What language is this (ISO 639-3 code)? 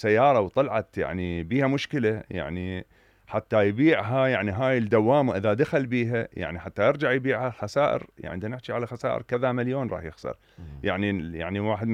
acm